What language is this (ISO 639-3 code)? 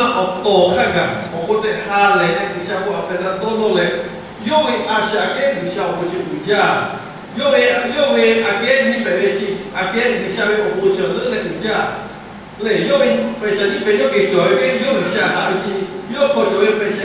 lhu